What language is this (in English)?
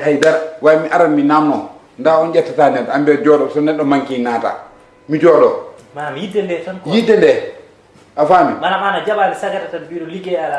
Fula